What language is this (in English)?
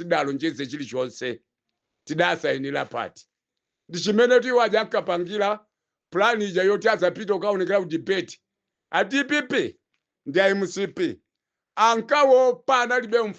Nyanja